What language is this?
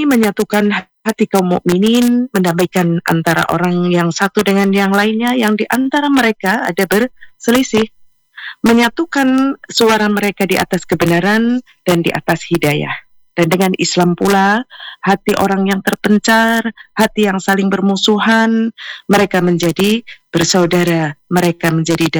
Indonesian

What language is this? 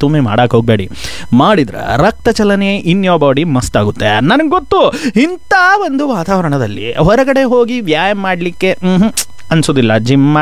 Kannada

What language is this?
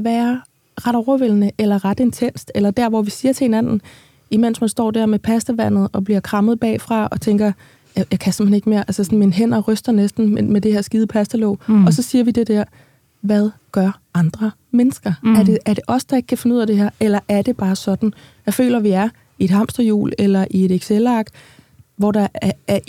Danish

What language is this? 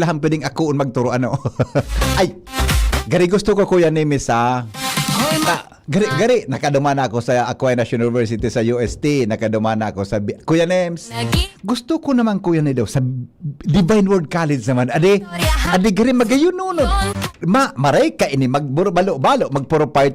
Bikol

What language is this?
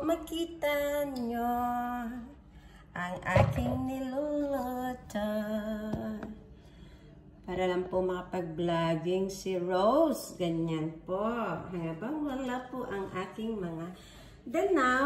Filipino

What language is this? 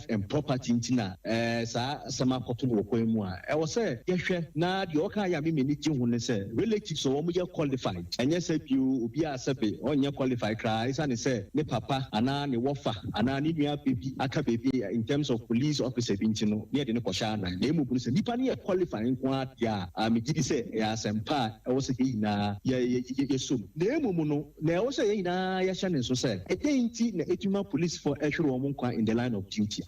Akan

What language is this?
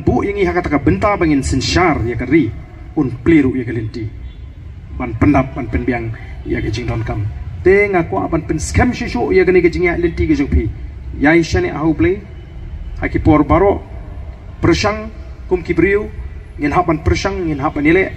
Khasi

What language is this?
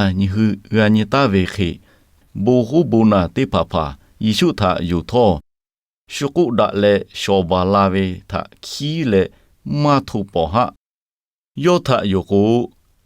Lahu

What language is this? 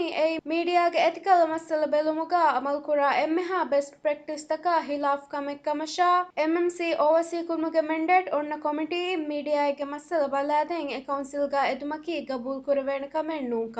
Divehi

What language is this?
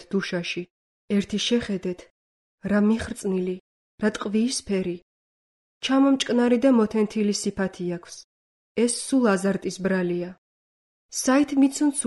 Georgian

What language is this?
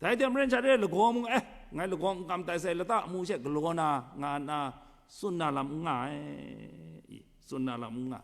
Kachin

